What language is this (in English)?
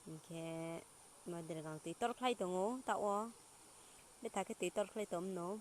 Riang (India)